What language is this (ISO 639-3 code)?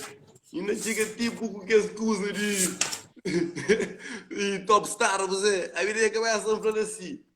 kea